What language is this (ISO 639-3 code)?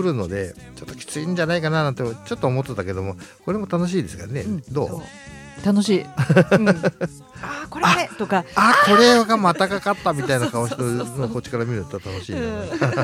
jpn